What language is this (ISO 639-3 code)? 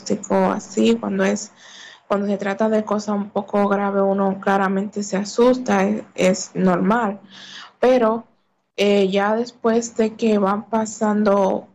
spa